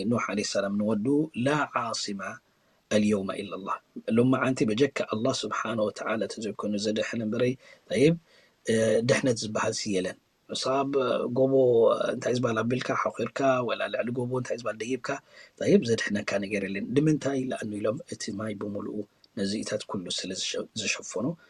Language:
Tigrinya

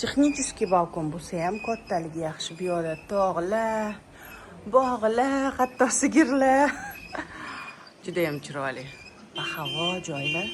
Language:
Uzbek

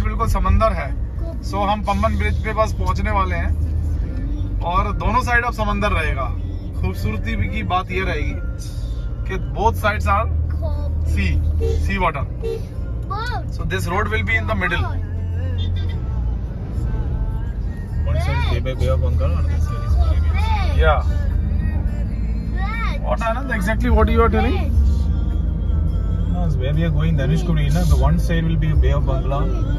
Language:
Hindi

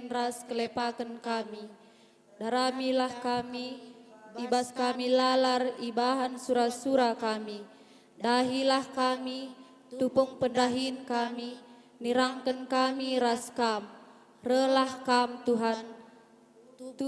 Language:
Batak Karo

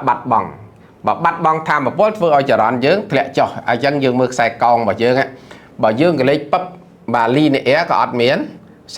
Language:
Khmer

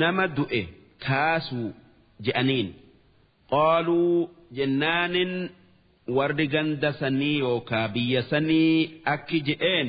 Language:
Oromo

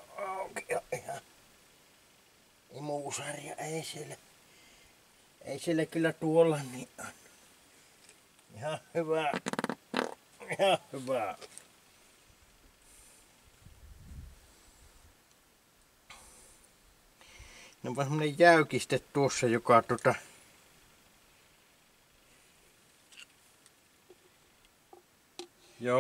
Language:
Finnish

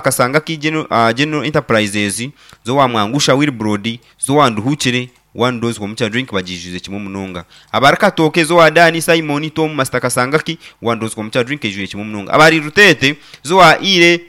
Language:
Nyankole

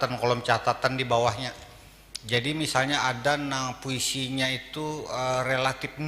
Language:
Banjar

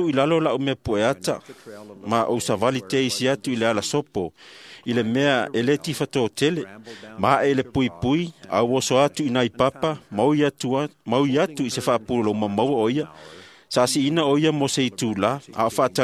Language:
Samoan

